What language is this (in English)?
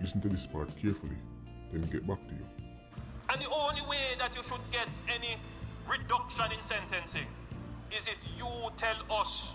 Jamaican Creole English